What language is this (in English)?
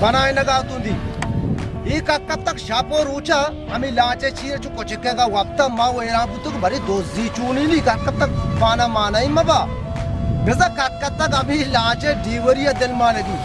Baluchi